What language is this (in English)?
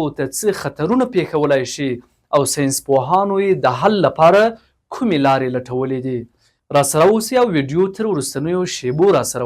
Pashto